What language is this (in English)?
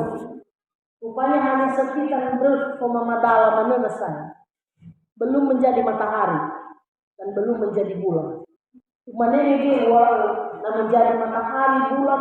Nias